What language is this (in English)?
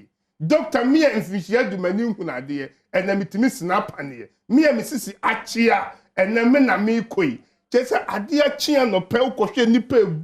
Akan